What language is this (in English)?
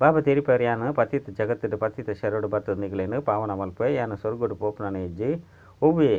Tulu